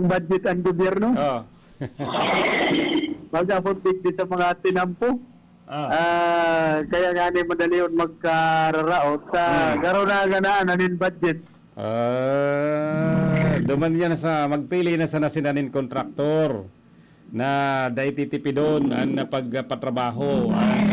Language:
Bikol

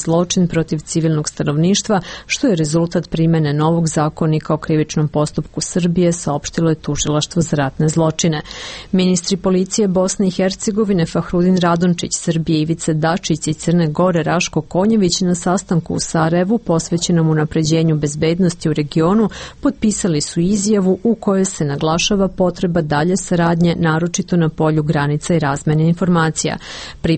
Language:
Serbian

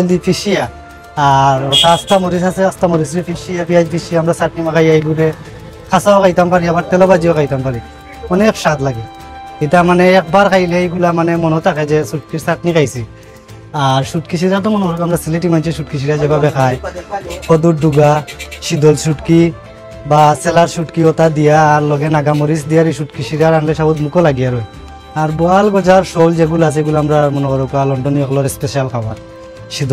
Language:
Sylheti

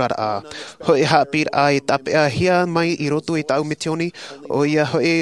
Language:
Tahitian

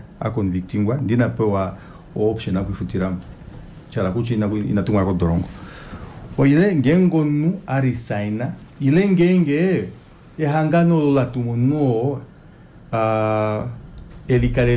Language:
Kuanyama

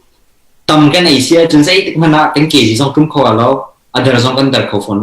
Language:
Hakha Chin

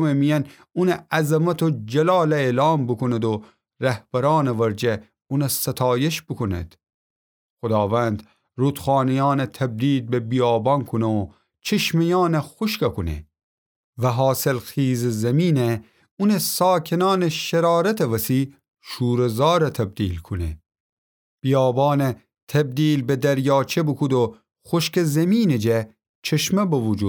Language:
Gilaki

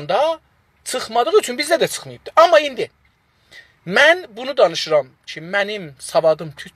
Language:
South Azerbaijani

